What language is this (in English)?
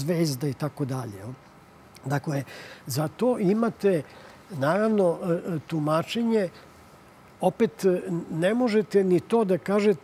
Serbian